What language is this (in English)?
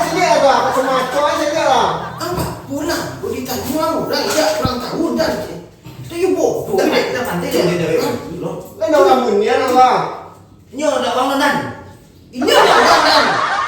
Minangkabau